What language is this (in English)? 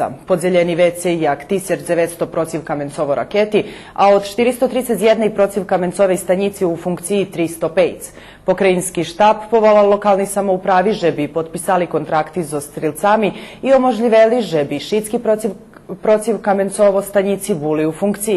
Rusyn